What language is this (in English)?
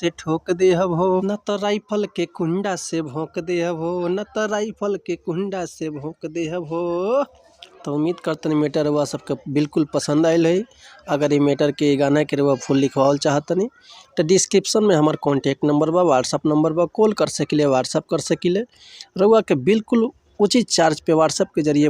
Bhojpuri